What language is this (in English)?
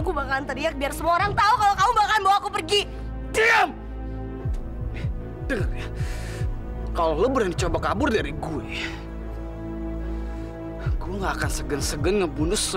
Indonesian